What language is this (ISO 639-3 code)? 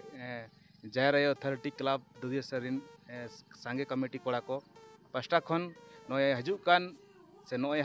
sat